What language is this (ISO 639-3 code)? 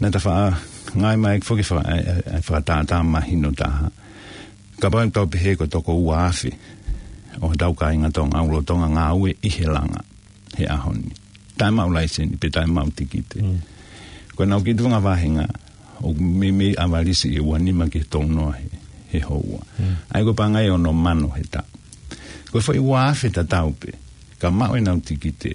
ton